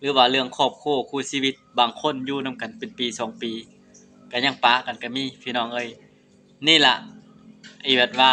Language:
Lao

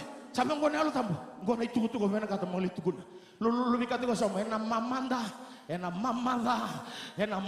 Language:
Fijian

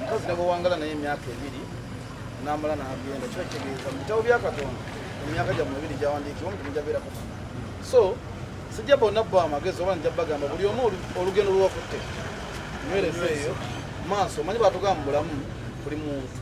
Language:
Ganda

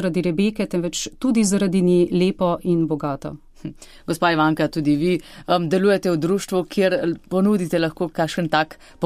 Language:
Slovenian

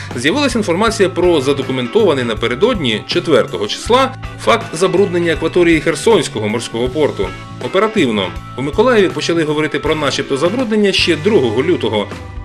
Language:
Ukrainian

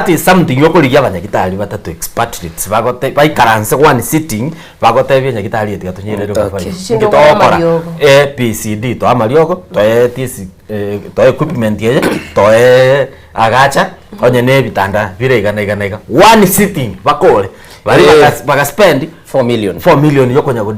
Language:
Gusii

